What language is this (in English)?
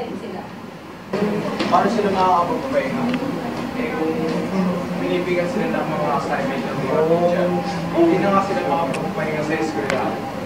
Filipino